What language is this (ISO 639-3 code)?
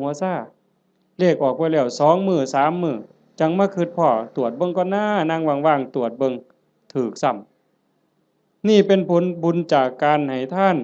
tts